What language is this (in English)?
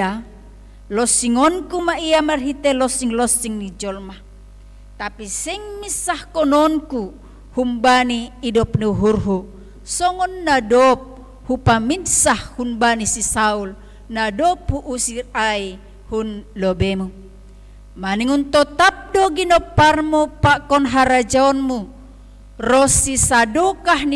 Batak Simalungun